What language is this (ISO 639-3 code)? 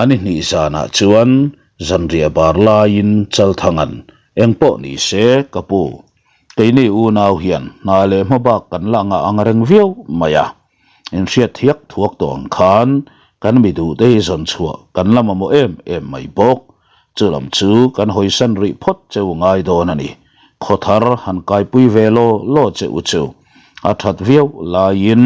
lus